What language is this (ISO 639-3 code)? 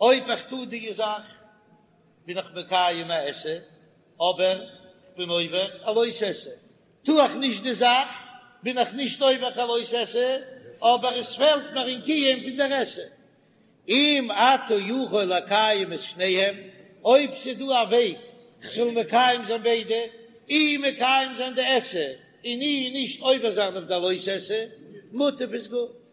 yid